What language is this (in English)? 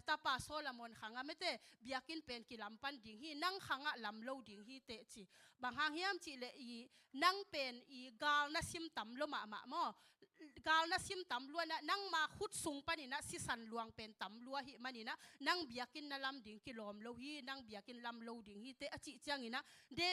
Tedim Chin